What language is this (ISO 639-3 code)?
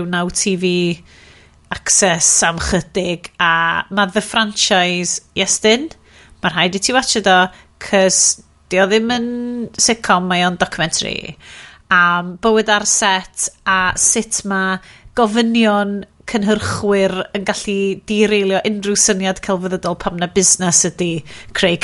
cym